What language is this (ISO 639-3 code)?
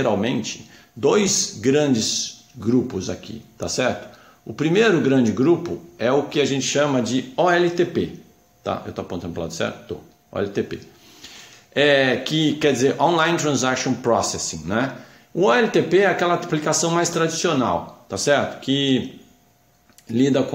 por